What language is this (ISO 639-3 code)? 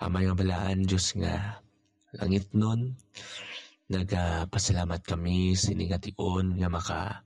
hil